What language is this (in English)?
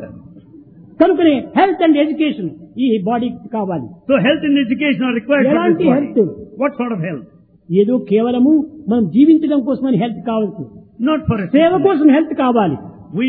Telugu